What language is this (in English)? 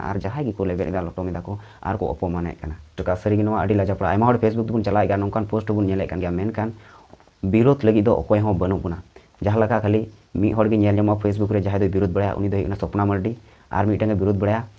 Santali